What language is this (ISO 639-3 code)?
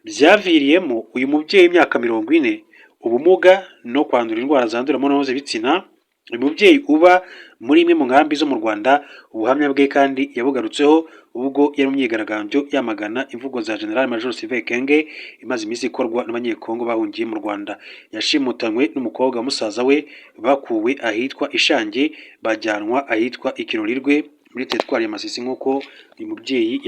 kin